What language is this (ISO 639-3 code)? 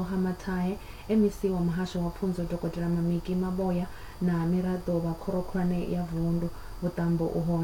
ven